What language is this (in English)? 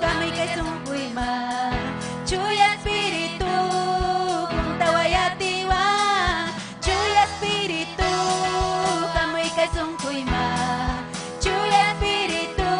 Ayacucho Quechua